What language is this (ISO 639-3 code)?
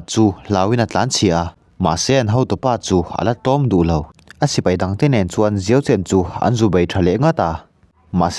lus